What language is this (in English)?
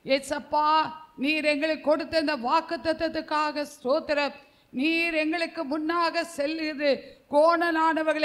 Tamil